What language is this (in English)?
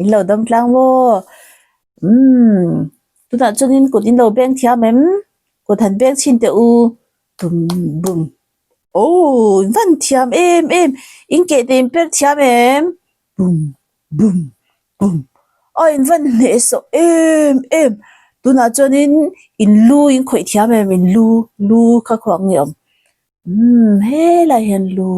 Mizo